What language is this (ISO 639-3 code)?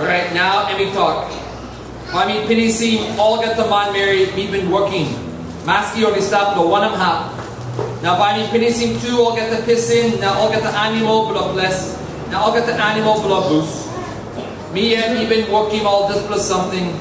tpi